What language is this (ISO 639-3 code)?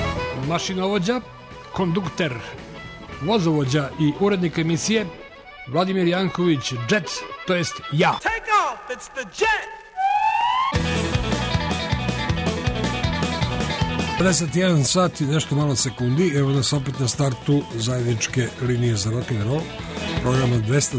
srp